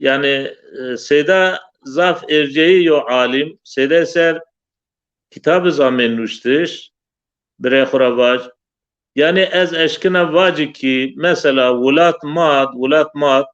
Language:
Zaza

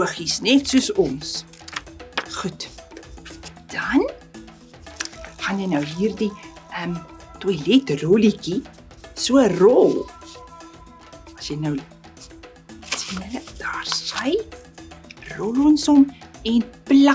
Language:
Afrikaans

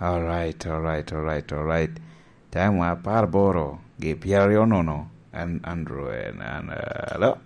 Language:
Lango (Uganda)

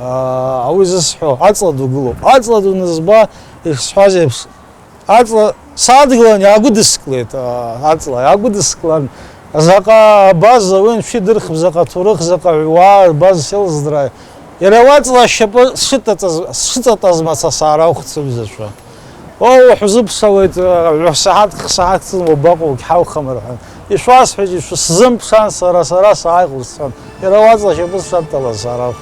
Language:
Abkhazian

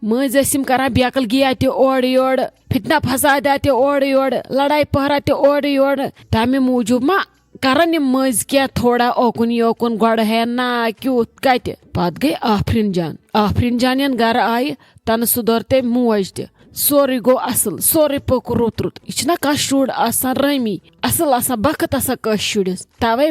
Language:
Kashmiri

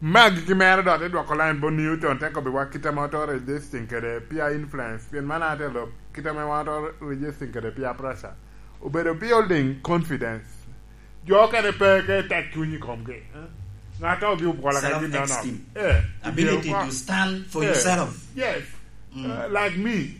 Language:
Lango (Uganda)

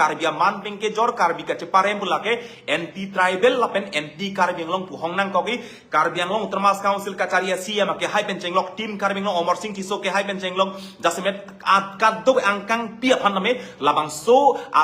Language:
Karbi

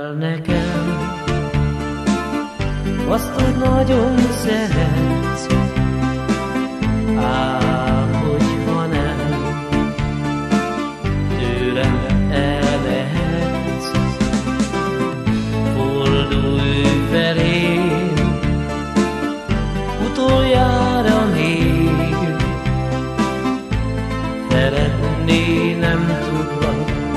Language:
Hungarian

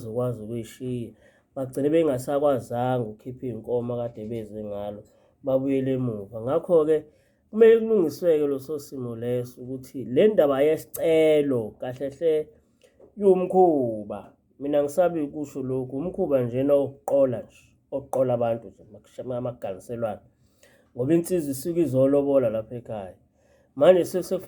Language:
Zulu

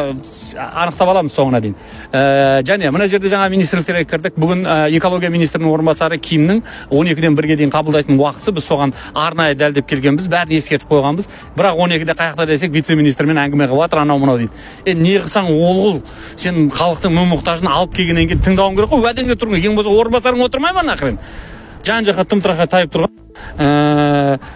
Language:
Kazakh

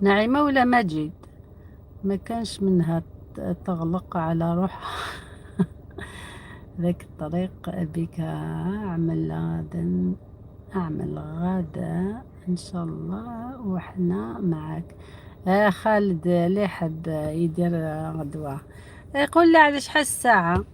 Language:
Algerian Arabic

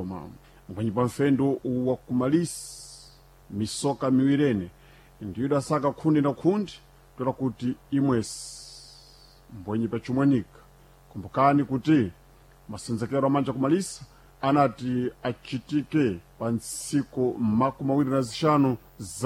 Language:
Sena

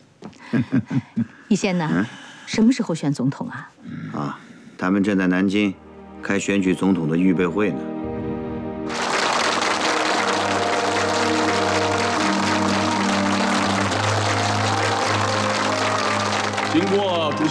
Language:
Chinese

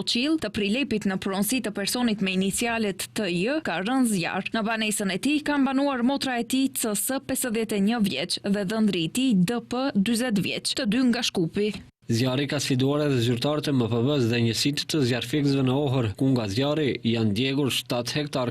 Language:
Albanian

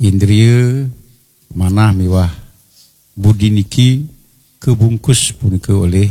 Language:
Balinese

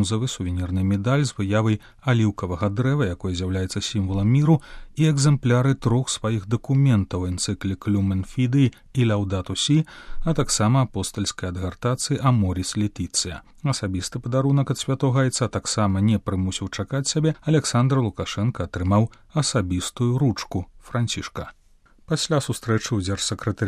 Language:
Belarusian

